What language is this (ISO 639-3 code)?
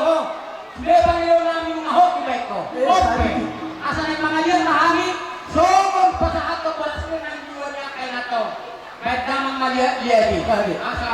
bbc